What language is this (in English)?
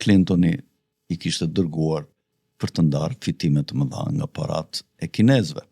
Albanian